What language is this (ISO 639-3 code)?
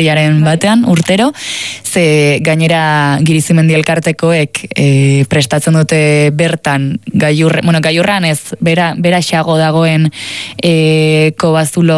eus